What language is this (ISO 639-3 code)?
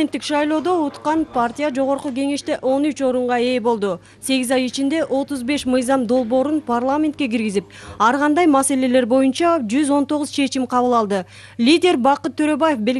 kir